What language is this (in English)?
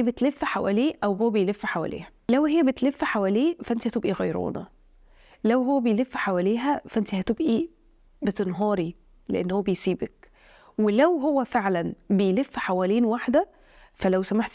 Egyptian Arabic